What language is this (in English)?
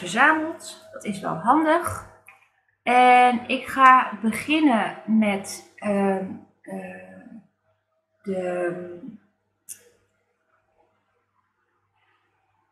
Dutch